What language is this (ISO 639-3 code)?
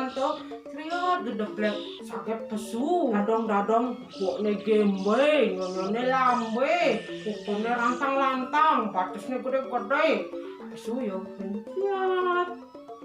ban